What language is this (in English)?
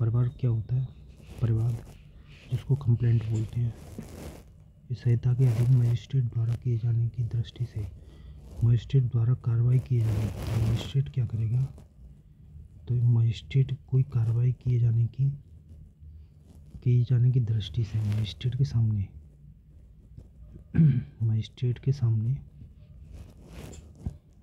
Hindi